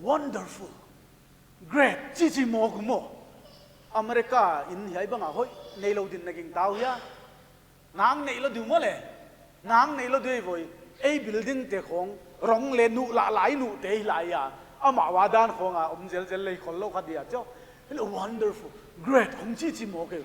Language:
Paite Chin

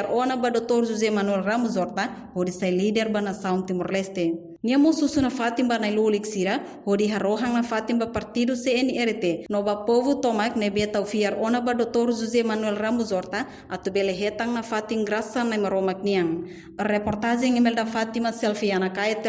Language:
Tetum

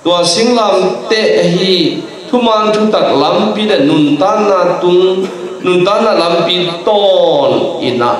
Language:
Tedim Chin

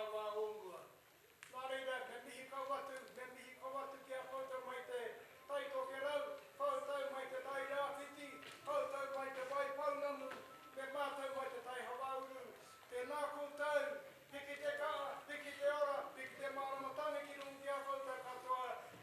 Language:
Māori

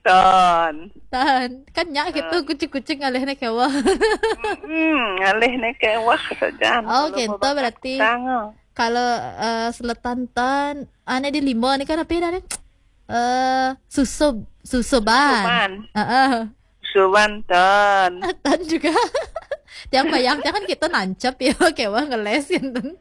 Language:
Balinese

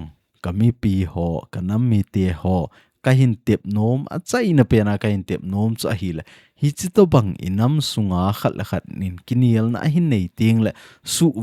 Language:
Thado Chin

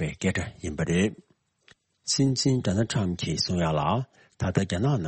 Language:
Tibetan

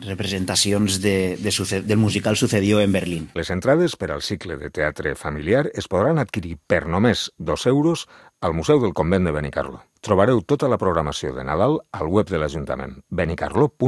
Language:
Catalan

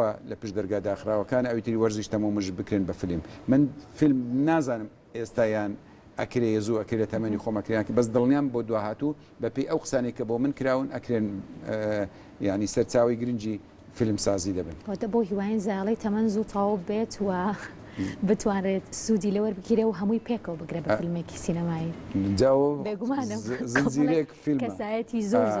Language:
Central Kurdish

